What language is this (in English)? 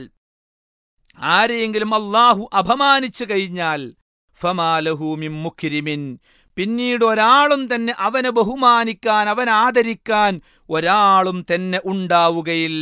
Malayalam